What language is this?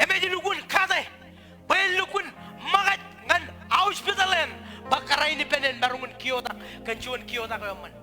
Marshallese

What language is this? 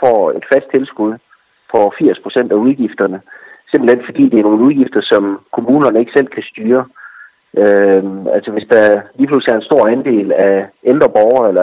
Danish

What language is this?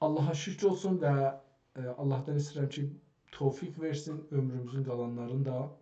South Azerbaijani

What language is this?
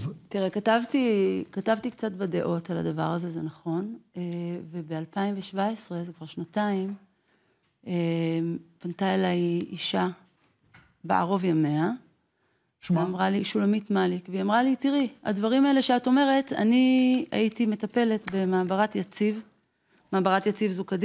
Hebrew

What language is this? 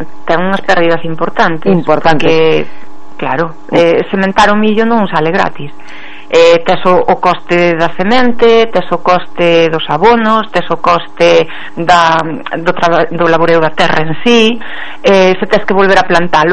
Galician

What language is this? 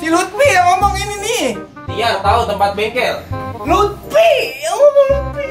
Betawi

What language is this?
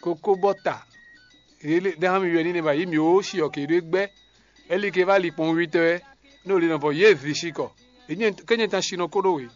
Fon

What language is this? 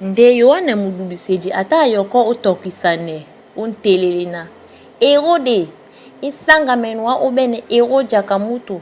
Duala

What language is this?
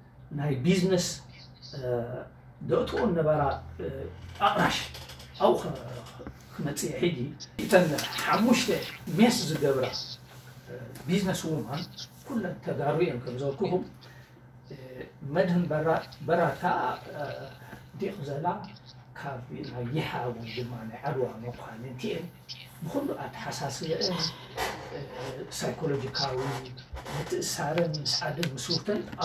Tigrinya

